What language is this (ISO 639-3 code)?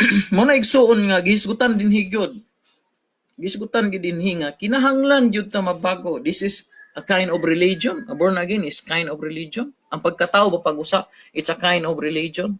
ceb